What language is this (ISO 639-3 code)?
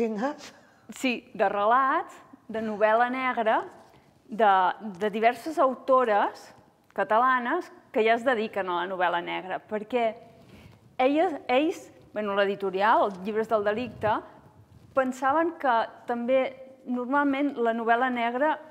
cat